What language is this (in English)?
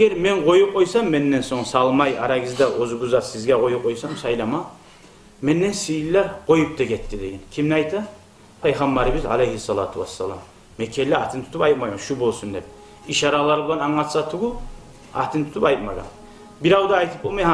Kumyk